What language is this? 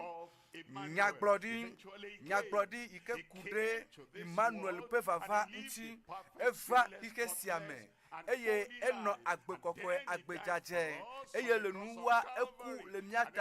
Ewe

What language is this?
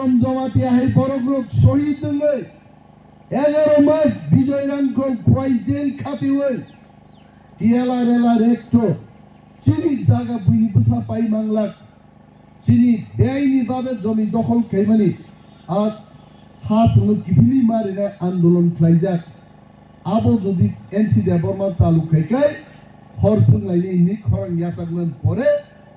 Kok Borok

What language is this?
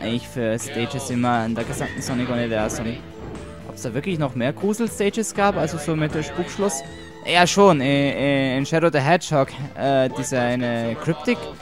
German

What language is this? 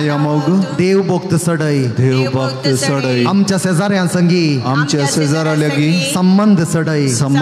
Konkani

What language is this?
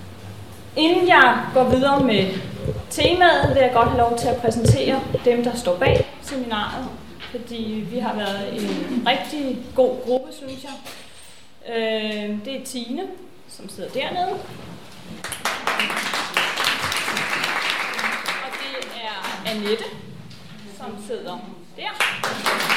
Danish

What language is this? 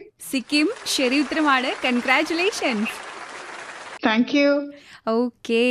Malayalam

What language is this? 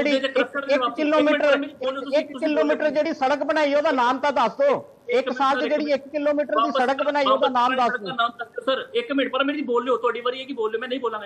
Punjabi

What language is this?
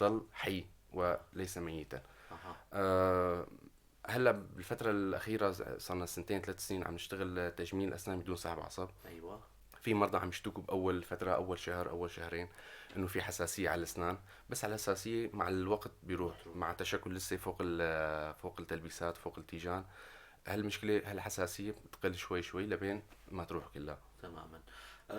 North Levantine Arabic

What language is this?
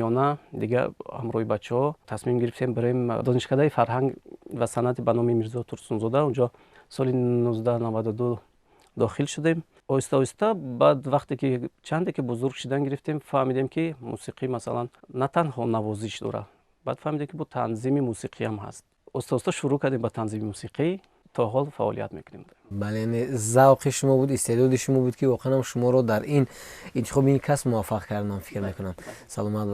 Tajik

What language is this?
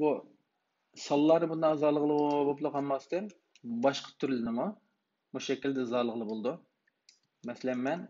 Uyghur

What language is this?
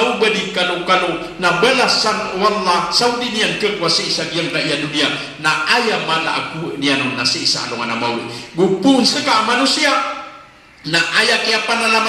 Maranao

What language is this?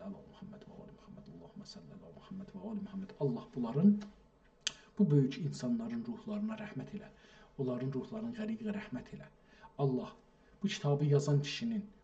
South Azerbaijani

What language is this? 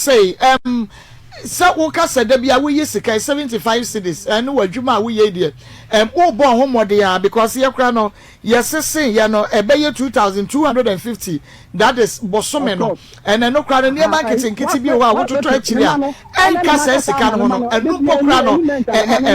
Akan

